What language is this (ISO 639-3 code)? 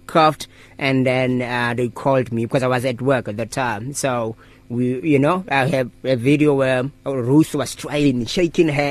eng